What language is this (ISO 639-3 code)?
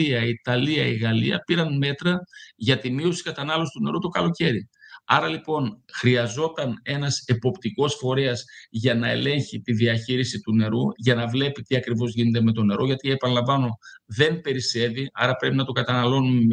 ell